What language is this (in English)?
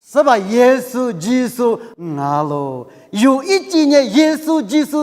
Lisu